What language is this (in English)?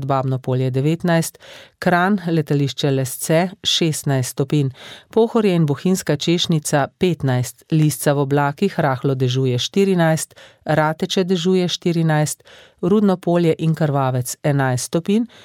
Slovenian